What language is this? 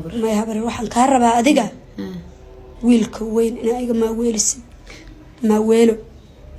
Somali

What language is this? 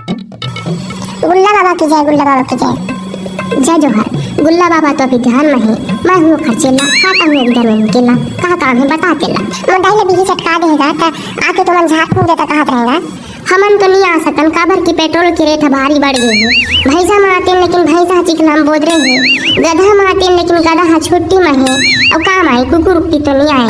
Chhattisgarhi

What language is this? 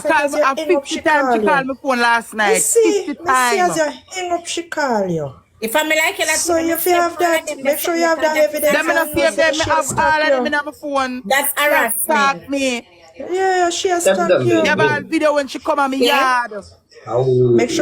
Jamaican Creole English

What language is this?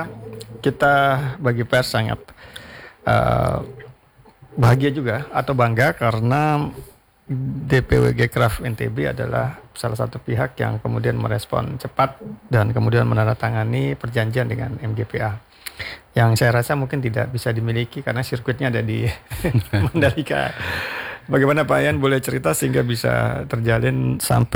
Indonesian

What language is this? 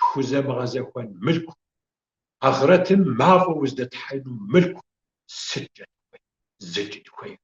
Kabardian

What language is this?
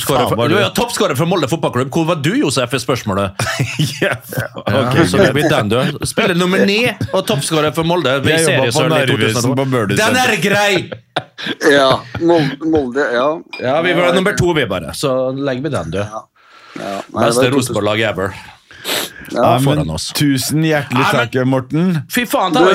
Norwegian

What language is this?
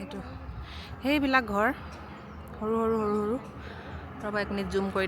Assamese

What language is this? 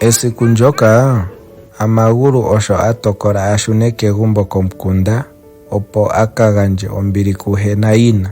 Ndonga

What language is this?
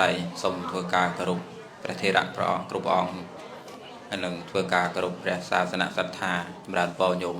Khmer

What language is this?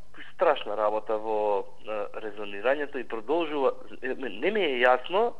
Macedonian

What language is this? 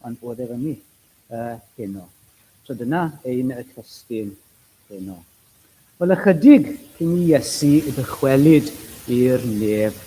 Welsh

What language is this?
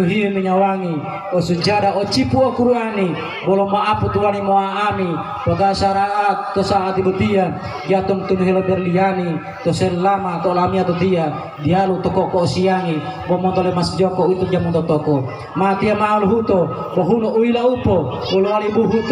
Gorontalo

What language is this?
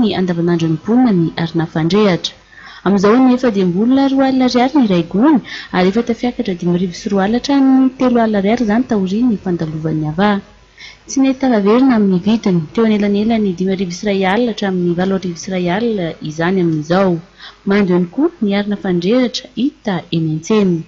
Malagasy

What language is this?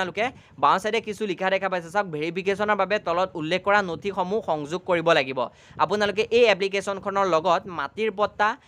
Assamese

